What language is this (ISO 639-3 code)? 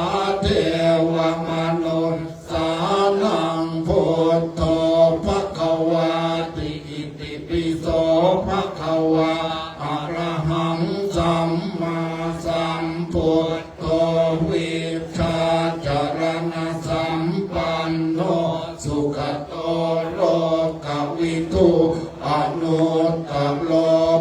pli